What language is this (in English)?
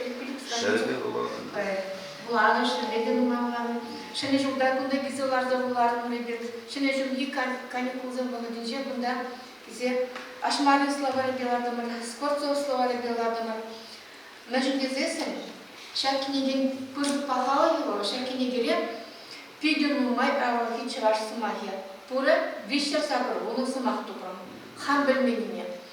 Chuvash